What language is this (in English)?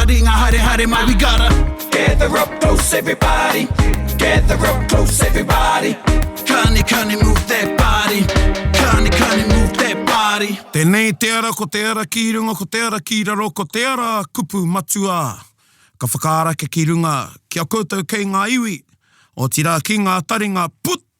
Māori